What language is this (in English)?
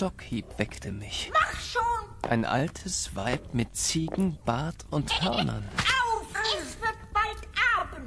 German